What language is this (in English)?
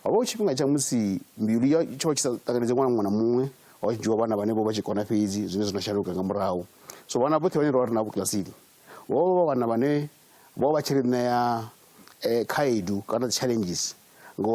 Venda